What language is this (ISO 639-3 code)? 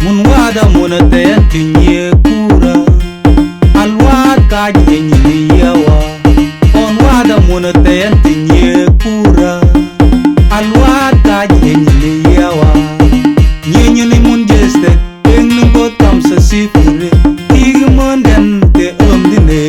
mfz